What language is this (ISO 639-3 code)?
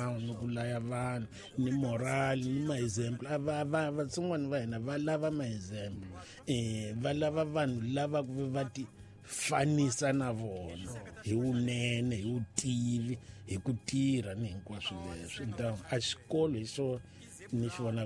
tso